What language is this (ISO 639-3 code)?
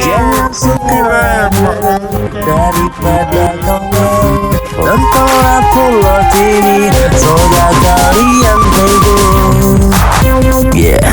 mui